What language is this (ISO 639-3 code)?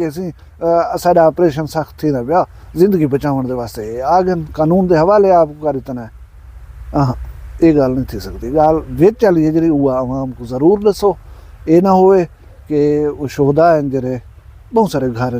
skr